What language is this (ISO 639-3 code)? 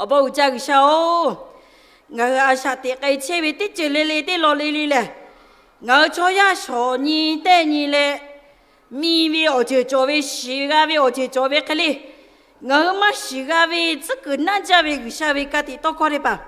lhu